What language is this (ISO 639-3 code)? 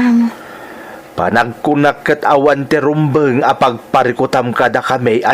ilo